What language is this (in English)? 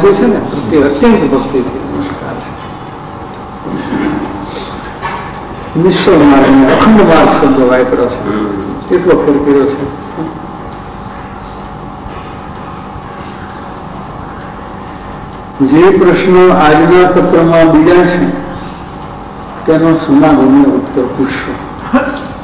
Gujarati